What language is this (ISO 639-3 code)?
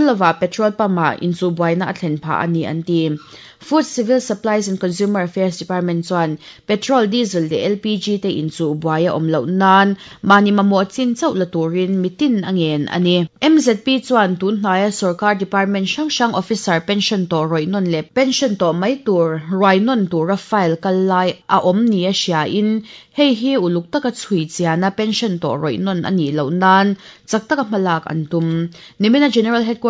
lus